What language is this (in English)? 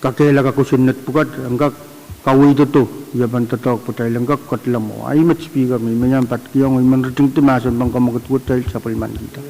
Pohnpeian